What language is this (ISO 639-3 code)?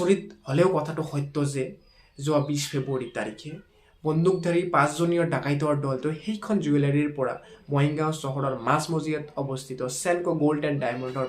asm